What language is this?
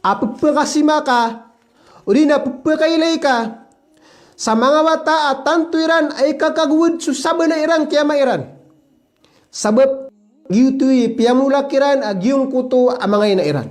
Maranao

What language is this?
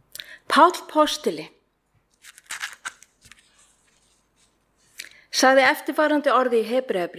Icelandic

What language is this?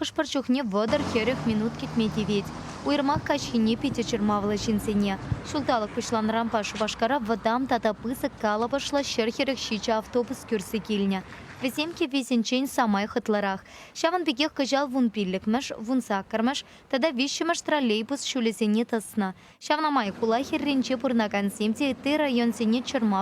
Chuvash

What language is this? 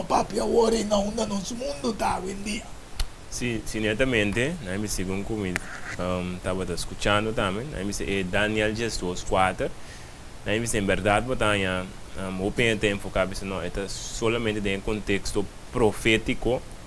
Papiamento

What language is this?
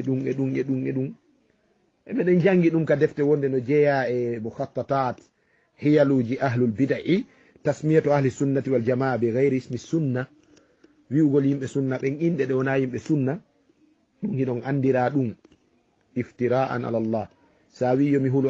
Fula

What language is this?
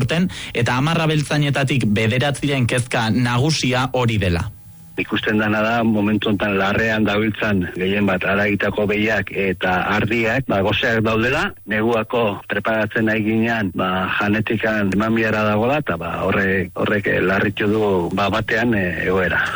Basque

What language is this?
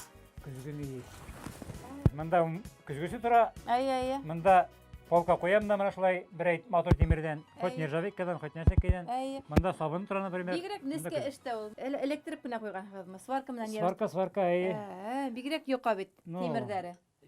Bashkir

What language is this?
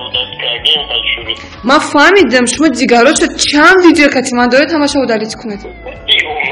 Tajik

